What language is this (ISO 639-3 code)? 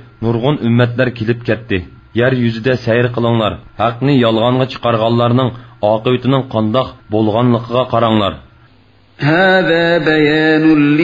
uig